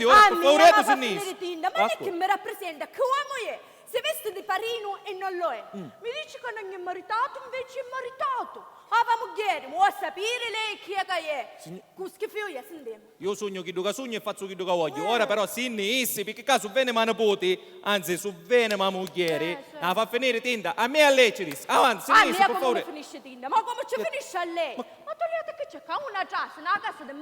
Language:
Sicilian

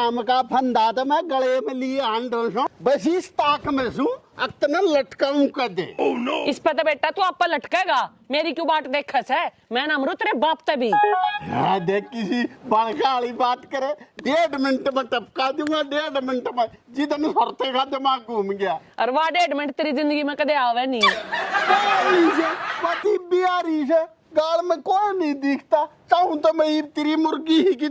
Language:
Haryanvi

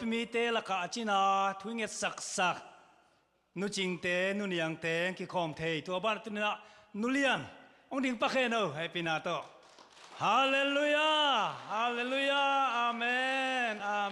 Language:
Tedim Chin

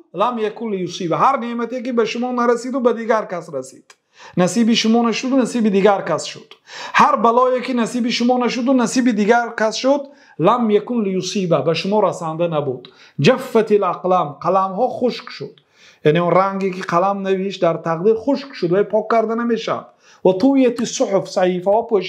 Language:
Persian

